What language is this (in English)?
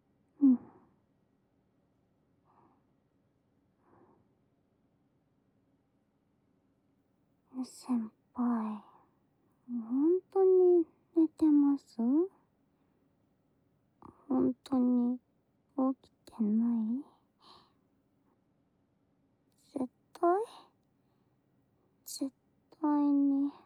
Japanese